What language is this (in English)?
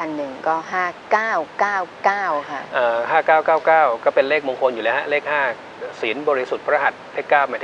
Thai